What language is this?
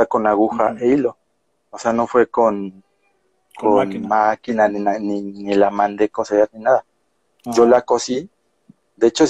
Spanish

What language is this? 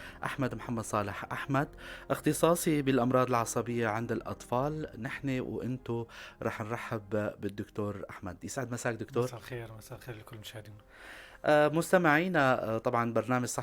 North Levantine Arabic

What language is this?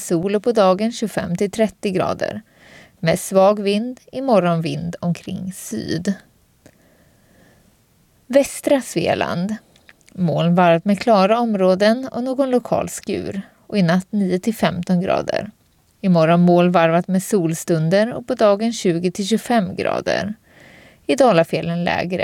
Swedish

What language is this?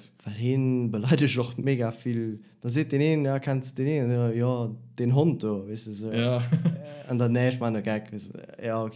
Luxembourgish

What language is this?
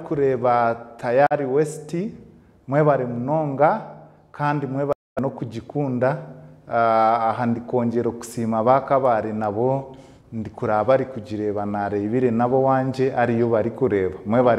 Nyankole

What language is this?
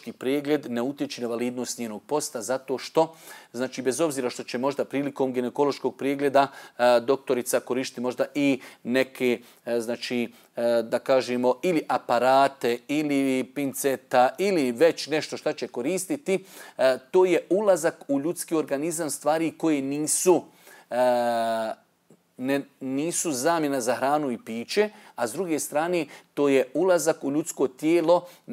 Bosnian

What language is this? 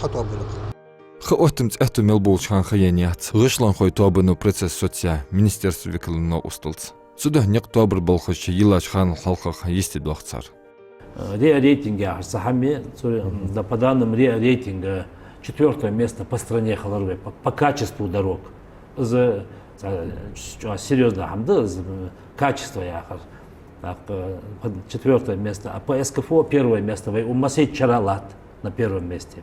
Ingush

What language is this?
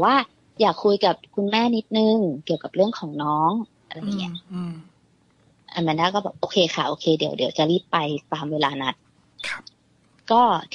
Thai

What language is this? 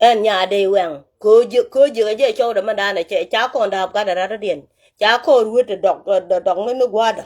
Nuer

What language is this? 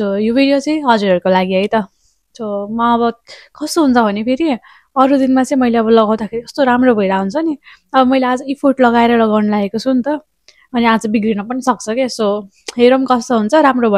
Nepali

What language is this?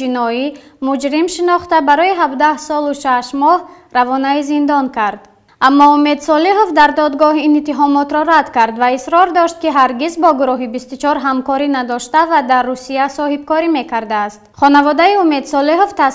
Tajik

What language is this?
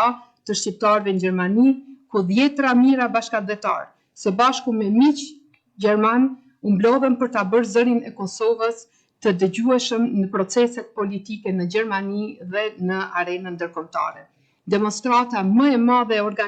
Albanian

